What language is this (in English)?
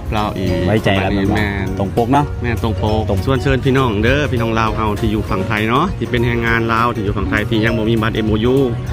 Lao